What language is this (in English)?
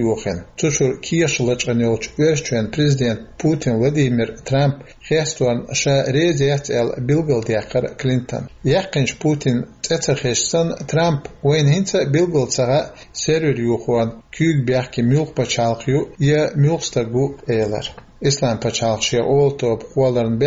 Chechen